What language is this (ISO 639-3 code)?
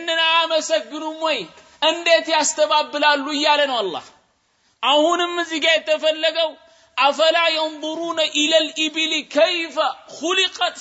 amh